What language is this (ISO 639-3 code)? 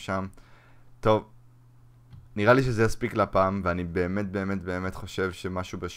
heb